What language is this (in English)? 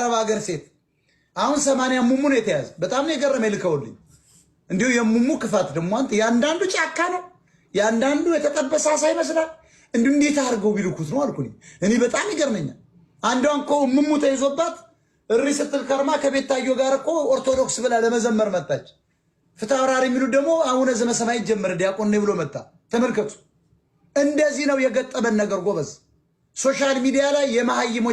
Amharic